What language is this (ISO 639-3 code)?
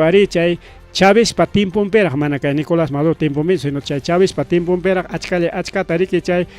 quy